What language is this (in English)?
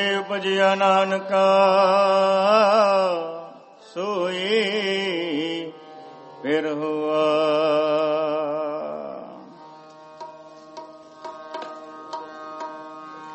Punjabi